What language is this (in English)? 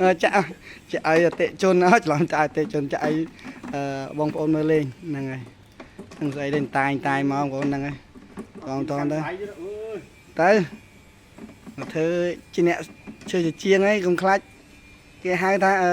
Khmer